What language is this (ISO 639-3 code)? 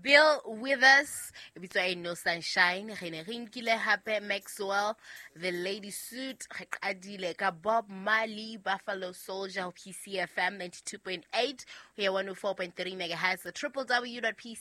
sot